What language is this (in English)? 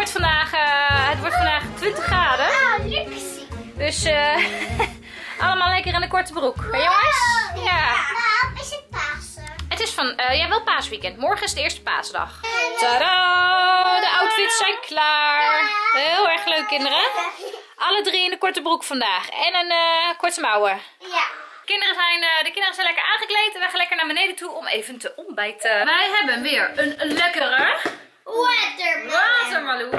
Dutch